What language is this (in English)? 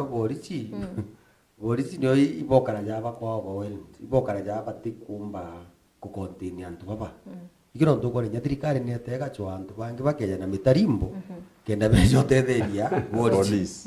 Meru